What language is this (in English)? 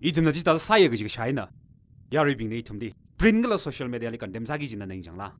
Tangkhul Naga (India)